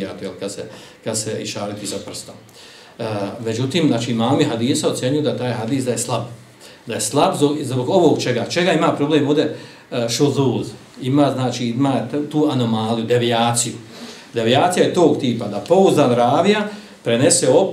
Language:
Bosnian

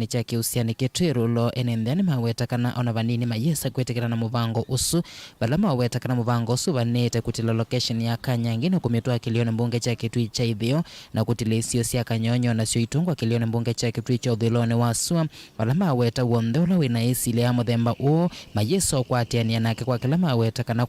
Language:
Kamba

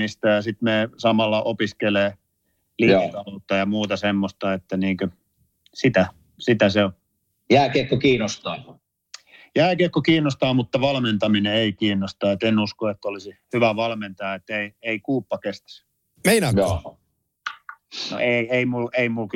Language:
Finnish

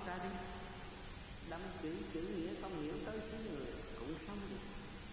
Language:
Vietnamese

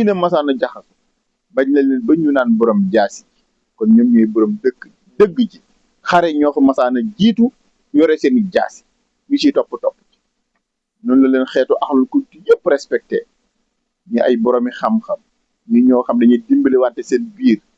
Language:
Wolof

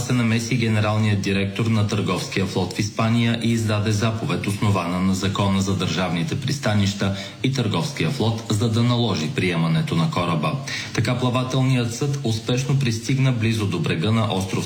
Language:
Bulgarian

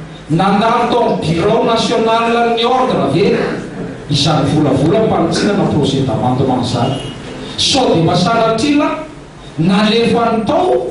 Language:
Malagasy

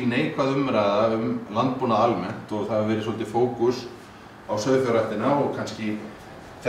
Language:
Icelandic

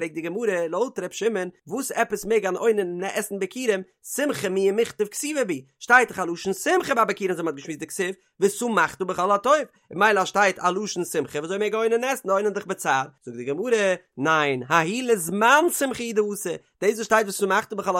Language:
Yiddish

